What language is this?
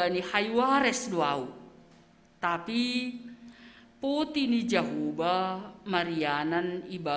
Batak Simalungun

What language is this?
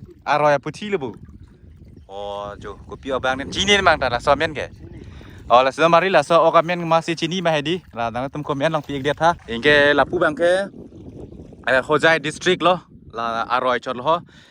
Karbi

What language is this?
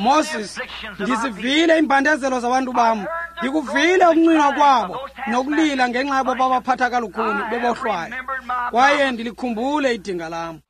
Xhosa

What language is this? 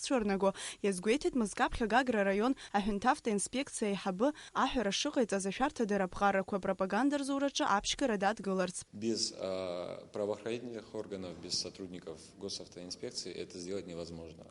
Abkhazian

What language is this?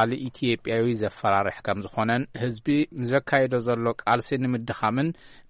Tigrinya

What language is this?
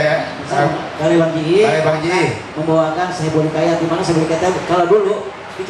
Betawi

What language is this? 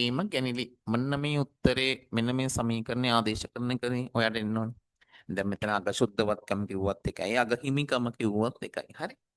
Sinhala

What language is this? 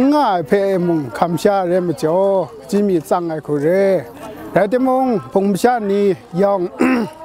Kachin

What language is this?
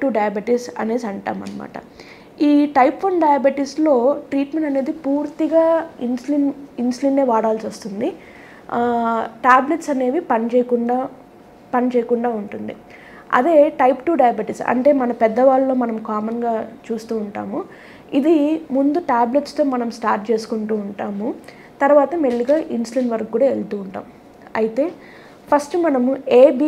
Telugu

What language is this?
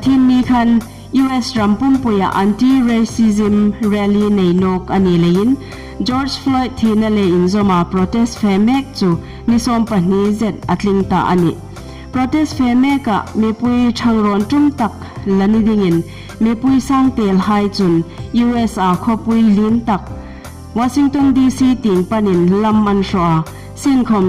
Hmar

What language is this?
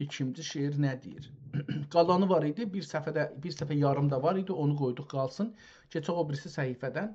South Azerbaijani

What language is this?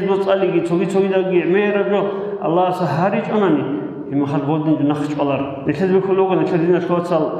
Avaric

